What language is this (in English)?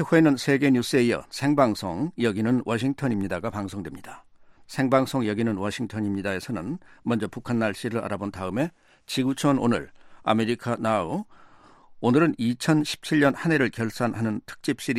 Korean